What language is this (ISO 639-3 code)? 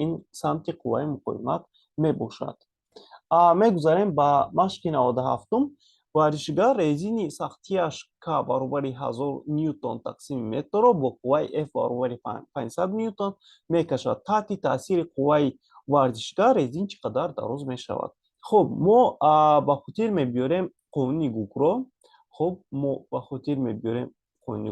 tgk